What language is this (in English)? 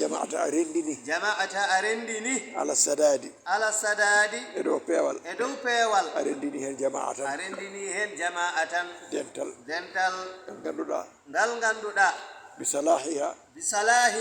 Fula